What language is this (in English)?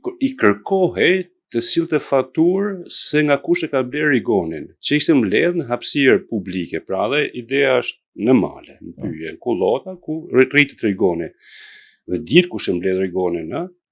Albanian